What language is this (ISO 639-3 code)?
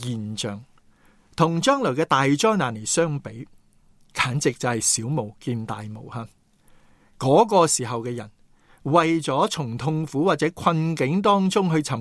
yue